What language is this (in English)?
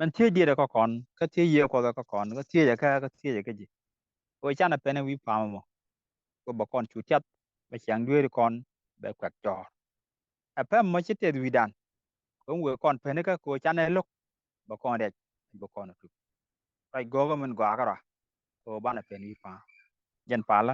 Nuer